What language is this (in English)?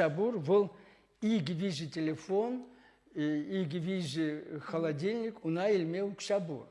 Chuvash